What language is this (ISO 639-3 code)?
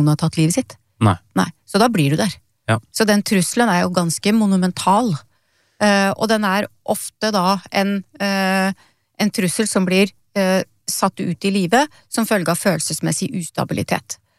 nor